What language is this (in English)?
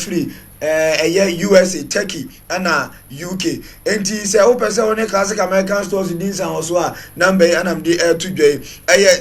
Akan